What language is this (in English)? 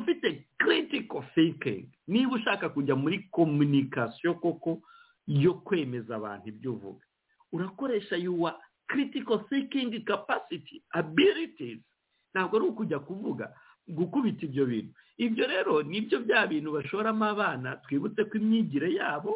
Kinyarwanda